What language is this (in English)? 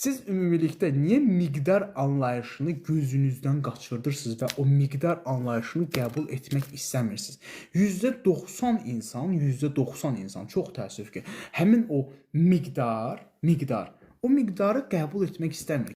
Azerbaijani